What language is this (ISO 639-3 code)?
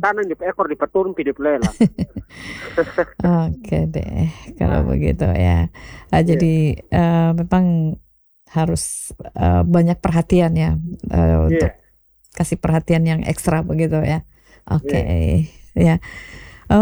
ind